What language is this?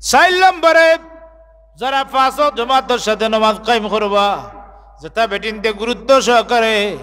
Sylheti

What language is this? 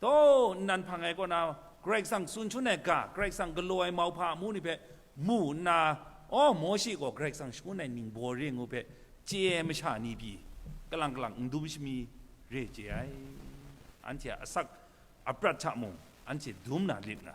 Kachin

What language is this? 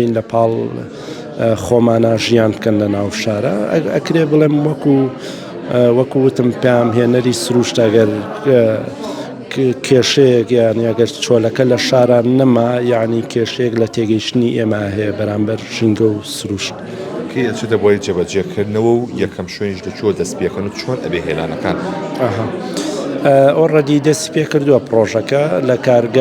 Central Kurdish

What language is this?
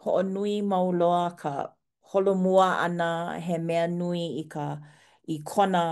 Hawaiian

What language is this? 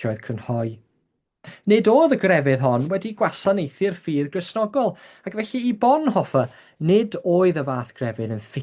Welsh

